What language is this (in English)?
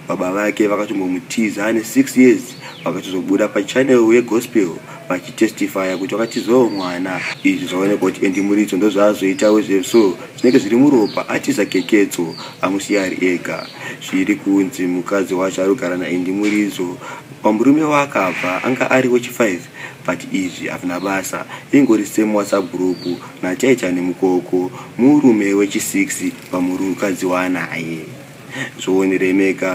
Shona